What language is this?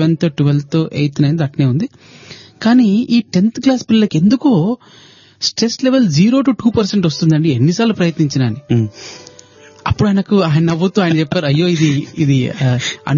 Telugu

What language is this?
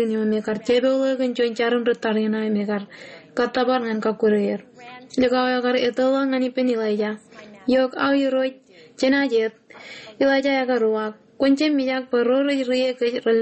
Marshallese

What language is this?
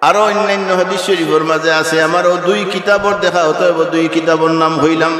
Sylheti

